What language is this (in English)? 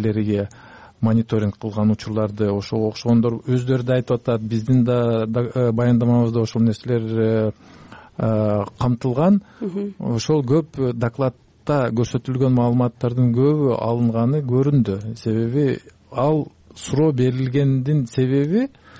Kyrgyz